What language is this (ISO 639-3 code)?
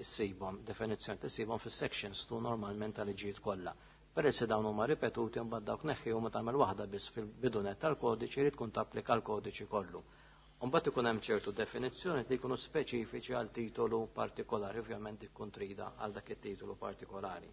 mlt